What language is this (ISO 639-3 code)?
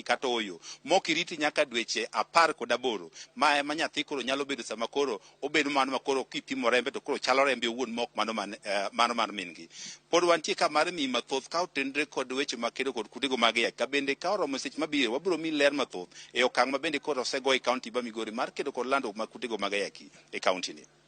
luo